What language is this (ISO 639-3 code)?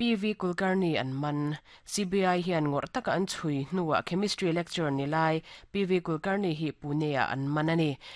lus